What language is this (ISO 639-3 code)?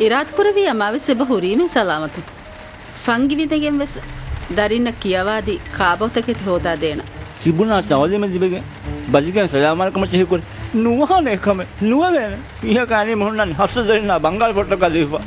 div